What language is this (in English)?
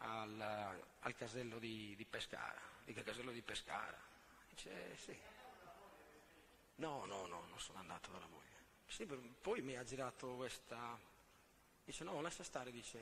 Italian